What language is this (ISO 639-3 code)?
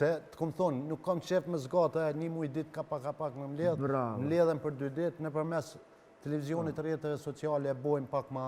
sqi